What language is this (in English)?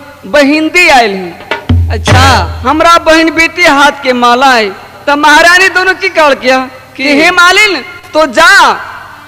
Maithili